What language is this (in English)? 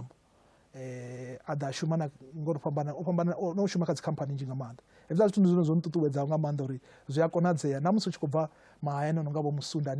Venda